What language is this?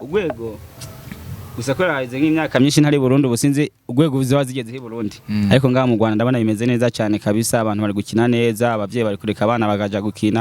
Kinyarwanda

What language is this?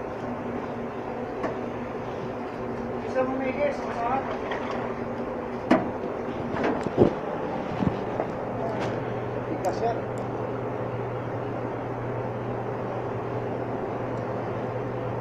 Filipino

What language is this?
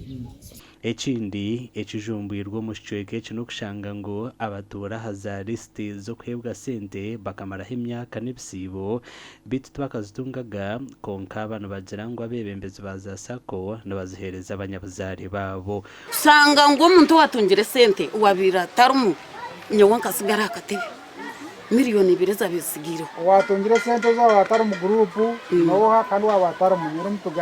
Nyankole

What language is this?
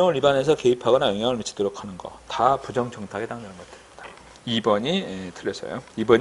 Korean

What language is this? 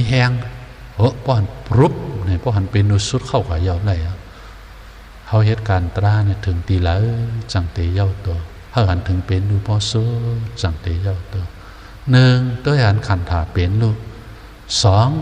Shan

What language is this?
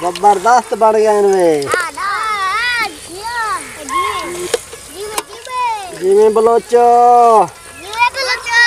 Saraiki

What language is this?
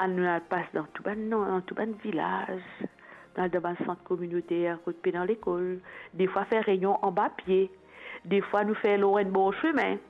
Morisyen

